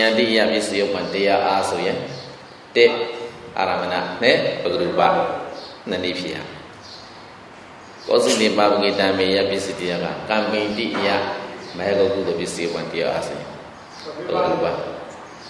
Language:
Burmese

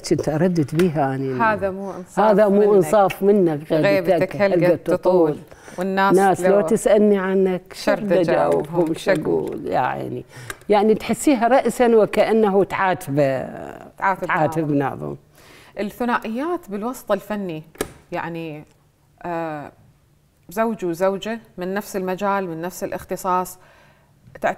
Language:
Mesopotamian Arabic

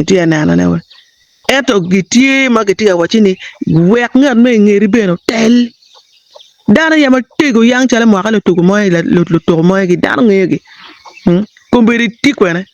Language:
Acoli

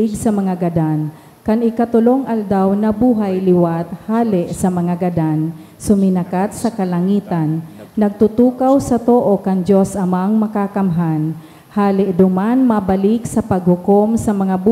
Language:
Bikol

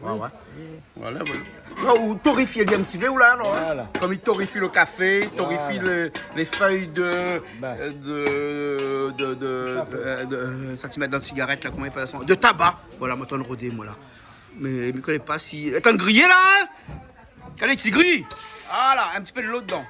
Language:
Réunion Creole French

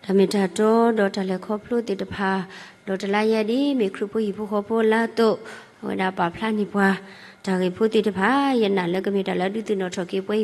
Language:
S'gaw Karen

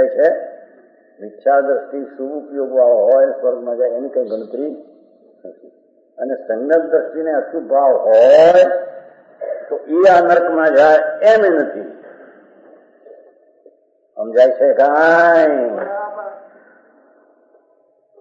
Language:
Gujarati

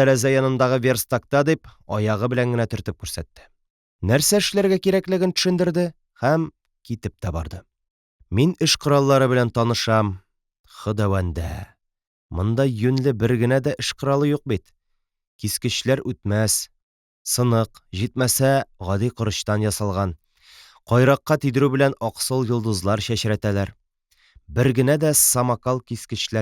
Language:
Tatar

